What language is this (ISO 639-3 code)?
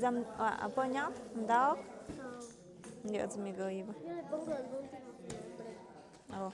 mxp